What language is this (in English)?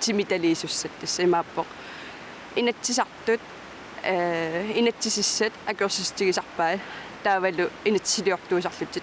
Kalaallisut